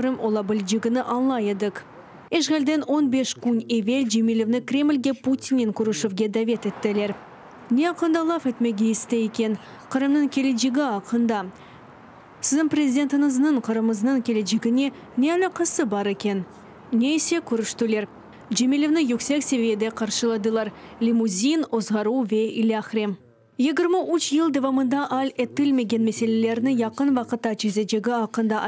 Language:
Crimean Tatar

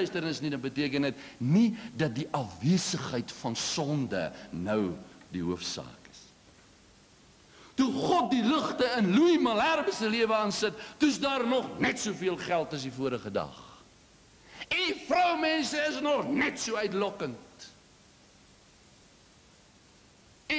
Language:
Afrikaans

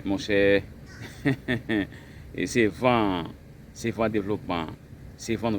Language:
Haitian Creole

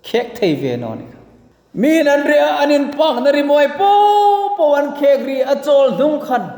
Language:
Hmar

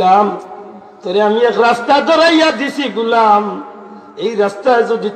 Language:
Sylheti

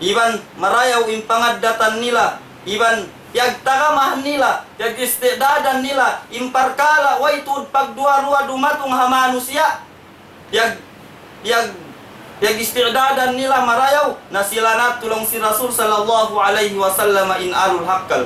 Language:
Tausug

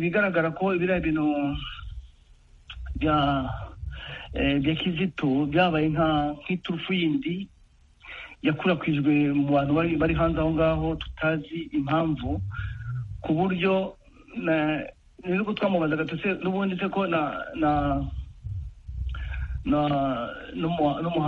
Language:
Kinyarwanda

